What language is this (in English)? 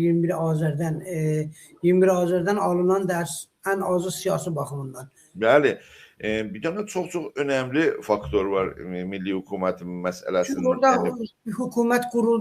South Azerbaijani